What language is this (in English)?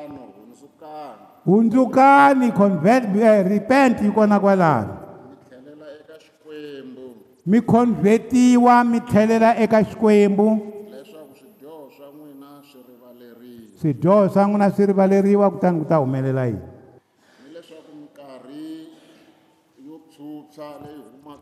Tsonga